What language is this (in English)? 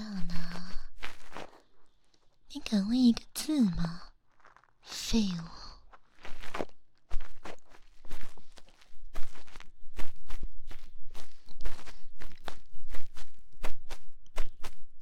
Chinese